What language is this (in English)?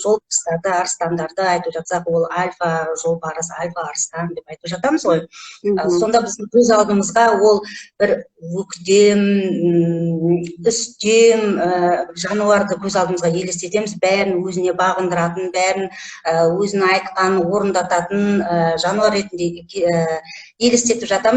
Kazakh